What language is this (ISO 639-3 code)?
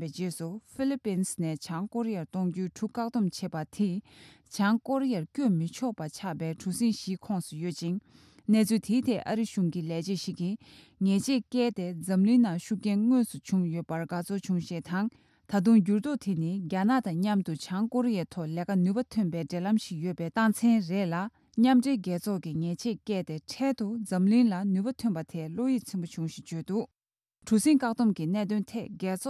bod